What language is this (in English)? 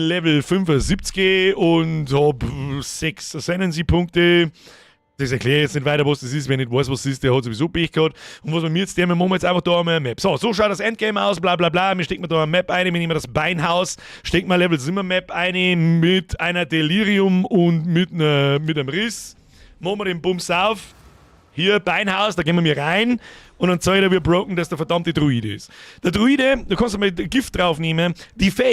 Bavarian